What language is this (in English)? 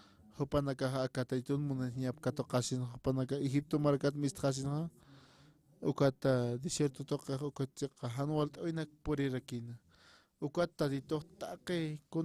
Aymara